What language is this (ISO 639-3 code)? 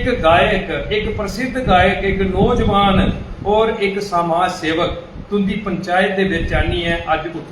doi